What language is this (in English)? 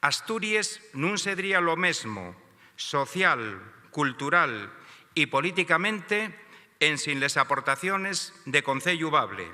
Asturian